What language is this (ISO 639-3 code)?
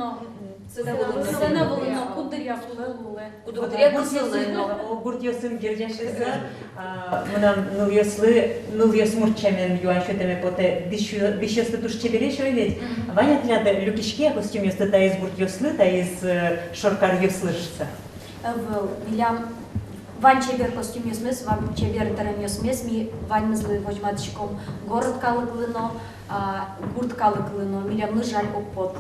udm